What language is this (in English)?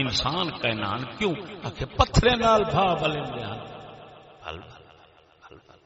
Saraiki